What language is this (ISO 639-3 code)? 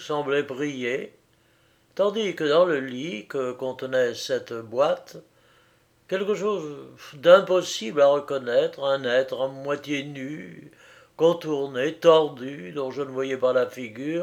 fra